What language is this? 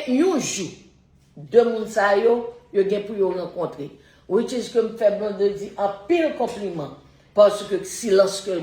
Haitian Creole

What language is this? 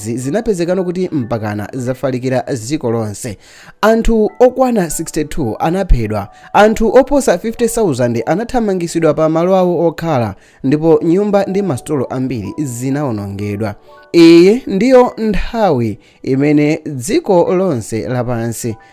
Nyanja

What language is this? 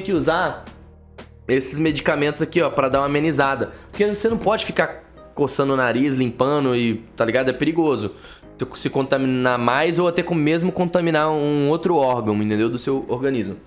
Portuguese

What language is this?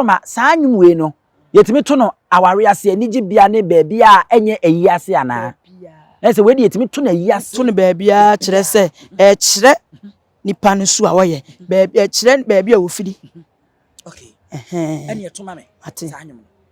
Akan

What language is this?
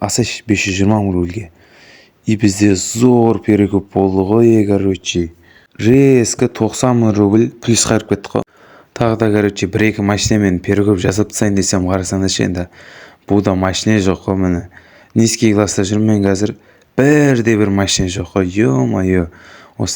Kazakh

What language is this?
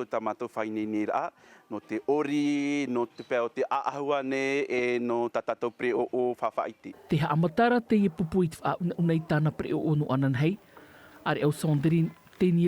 Tahitian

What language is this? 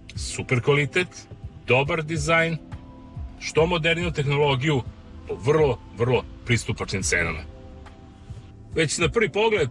Serbian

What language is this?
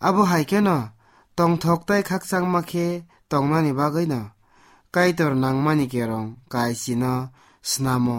Kok Borok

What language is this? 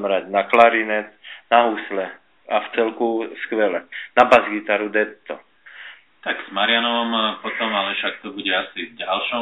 Slovak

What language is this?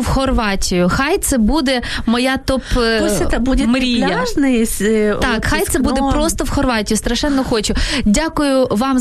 Ukrainian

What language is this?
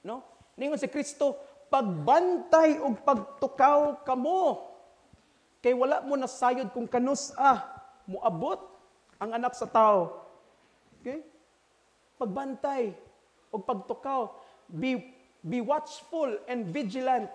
Cebuano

